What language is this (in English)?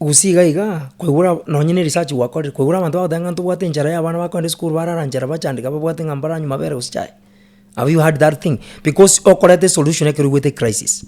Gusii